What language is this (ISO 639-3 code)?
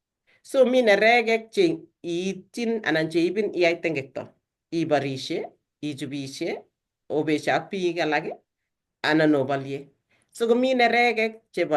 kln